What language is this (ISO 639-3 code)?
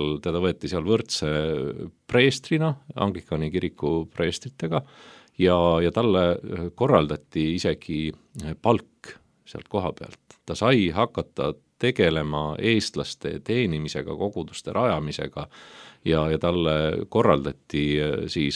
est